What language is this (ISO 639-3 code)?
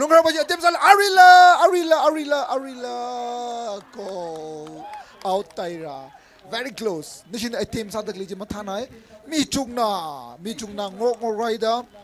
nmf